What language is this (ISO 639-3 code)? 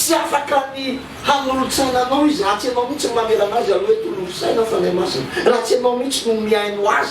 mlg